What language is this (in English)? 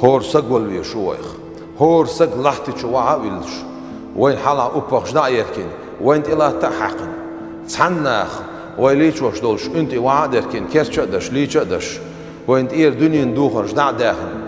Chechen